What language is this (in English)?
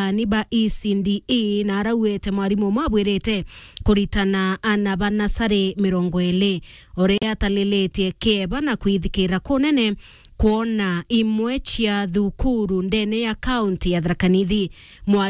Meru